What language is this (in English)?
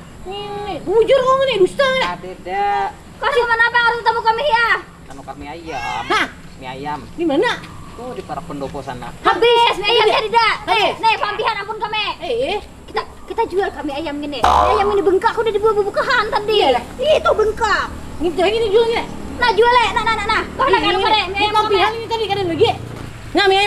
Banjar